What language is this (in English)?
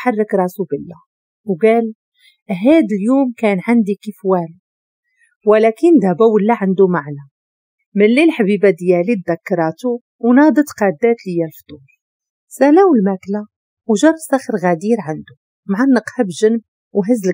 Moroccan Arabic